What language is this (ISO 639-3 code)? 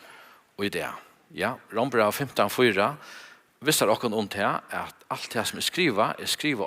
fao